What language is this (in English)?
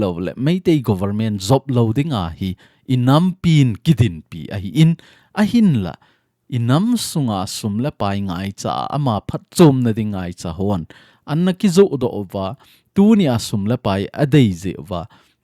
Thado Chin